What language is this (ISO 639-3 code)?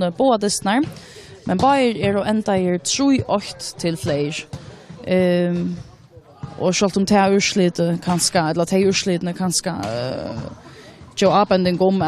fao